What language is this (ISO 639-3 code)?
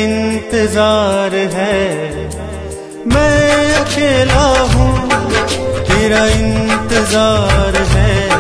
hin